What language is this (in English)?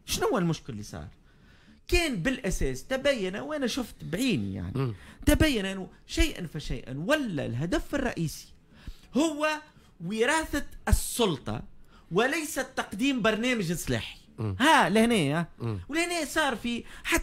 Tunisian Arabic